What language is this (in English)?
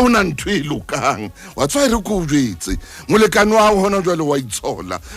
Southern Sotho